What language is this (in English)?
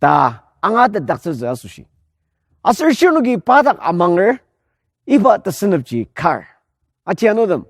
Ao Naga